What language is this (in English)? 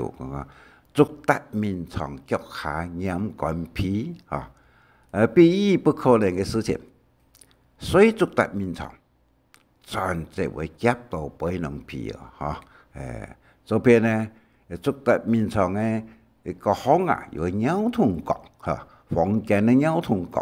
Hakka Chinese